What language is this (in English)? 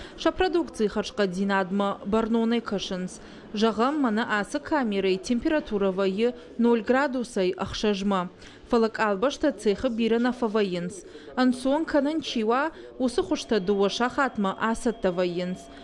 Ossetic